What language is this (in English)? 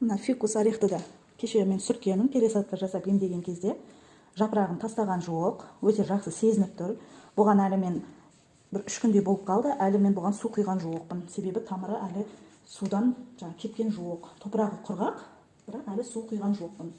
Kazakh